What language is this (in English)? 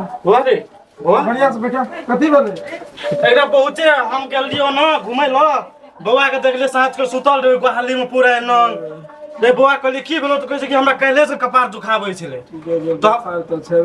Maithili